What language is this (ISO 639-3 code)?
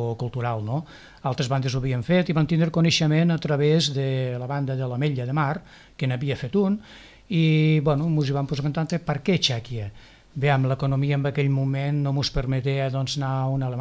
cat